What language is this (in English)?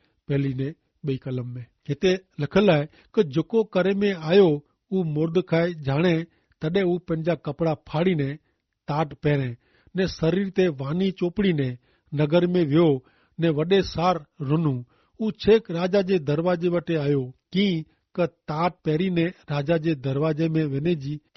Kachhi